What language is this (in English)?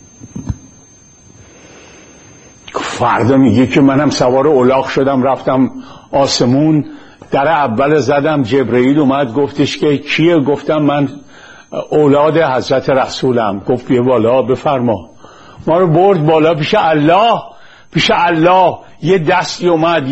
Persian